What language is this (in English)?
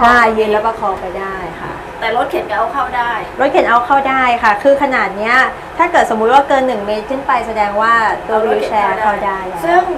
Thai